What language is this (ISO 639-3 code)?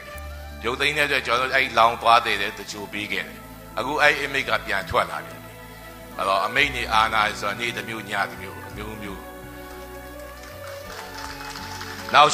mya